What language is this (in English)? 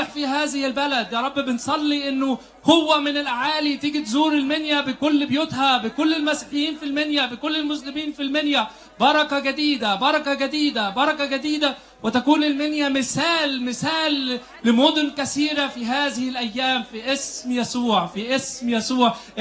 Egyptian Arabic